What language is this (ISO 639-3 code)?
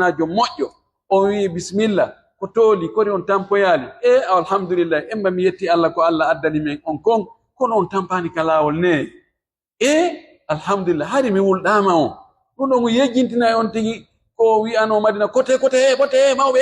fuf